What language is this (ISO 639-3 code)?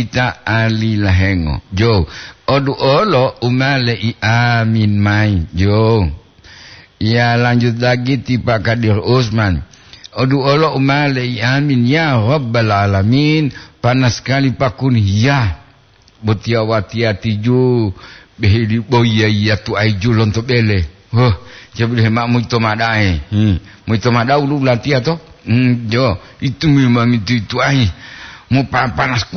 gor